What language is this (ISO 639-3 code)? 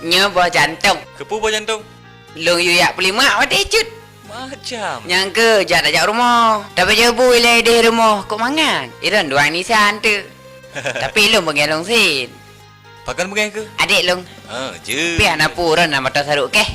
ace